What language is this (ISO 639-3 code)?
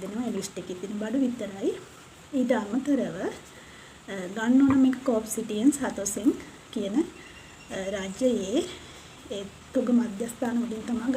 sin